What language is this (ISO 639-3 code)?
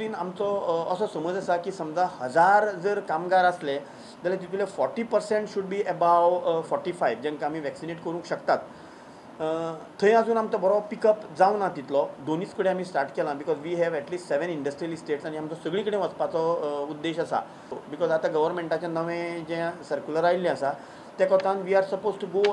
kok